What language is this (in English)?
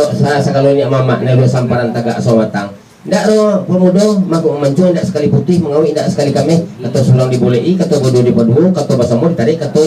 Minangkabau